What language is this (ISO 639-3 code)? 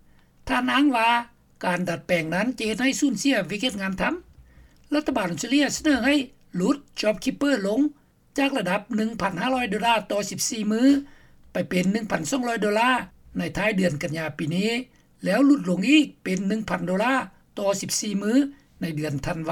lao